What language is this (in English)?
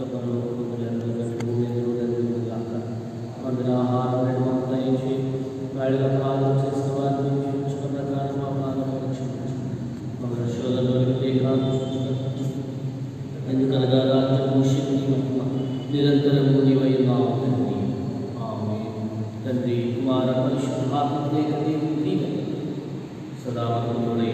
Telugu